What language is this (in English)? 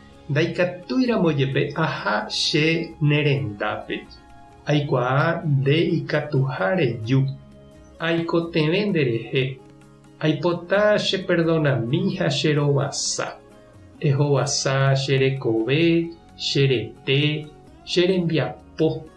Guarani